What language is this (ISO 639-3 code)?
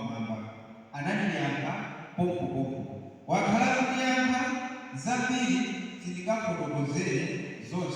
nya